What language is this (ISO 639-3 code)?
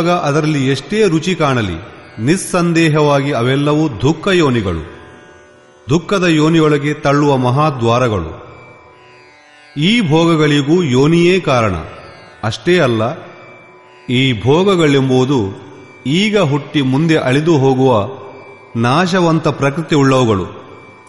kan